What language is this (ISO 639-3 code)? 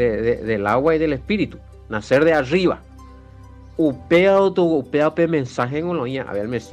grn